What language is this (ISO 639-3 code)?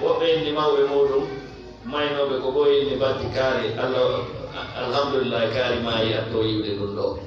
ful